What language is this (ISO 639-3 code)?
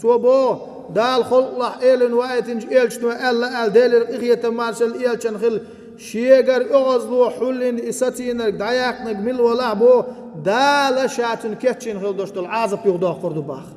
che